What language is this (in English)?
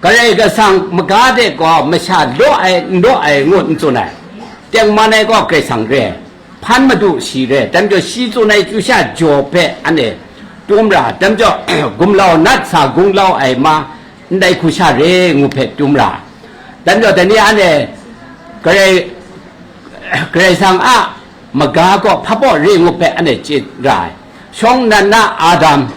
Kachin